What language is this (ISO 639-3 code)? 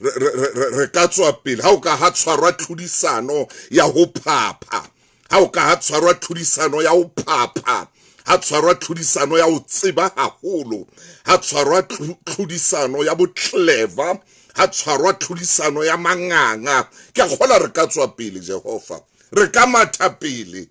sot